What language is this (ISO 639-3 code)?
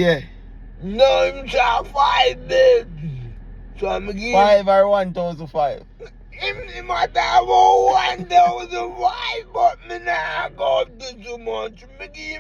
jam